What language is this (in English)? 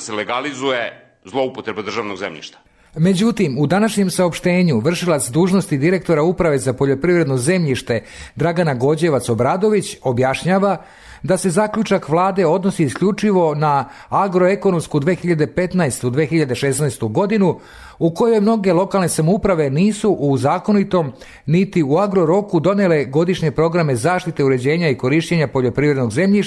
Serbian